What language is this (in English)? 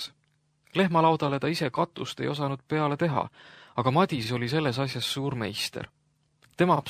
Estonian